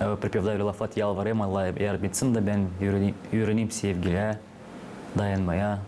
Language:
Gagauz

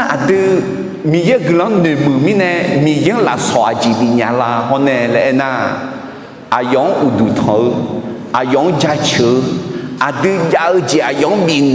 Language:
Akha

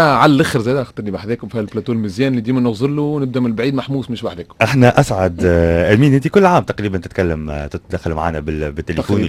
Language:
Tunisian Arabic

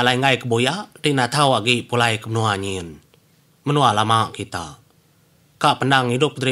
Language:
Iban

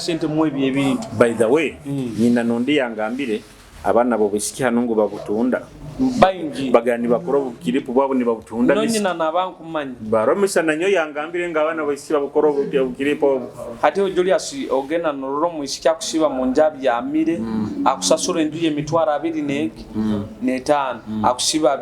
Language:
Nyoro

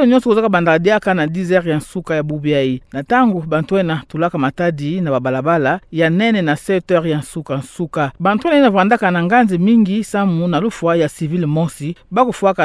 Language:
Kituba (Democratic Republic of Congo)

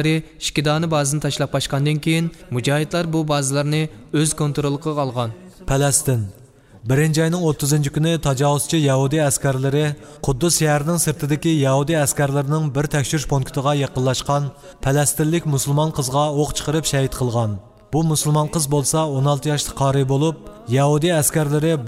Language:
Uyghur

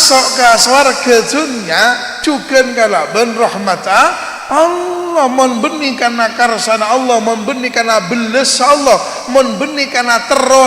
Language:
Madurese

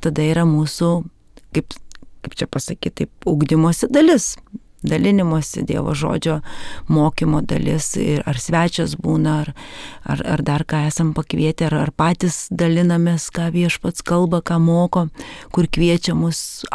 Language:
Lithuanian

